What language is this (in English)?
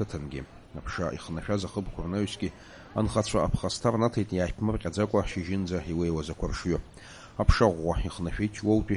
Abkhazian